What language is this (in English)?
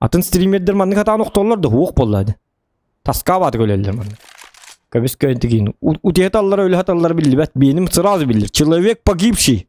Yakut